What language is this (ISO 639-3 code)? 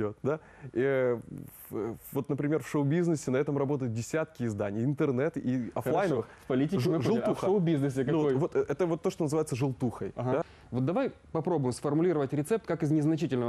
rus